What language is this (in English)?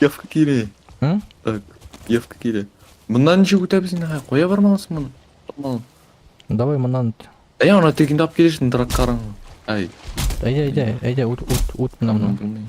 Tatar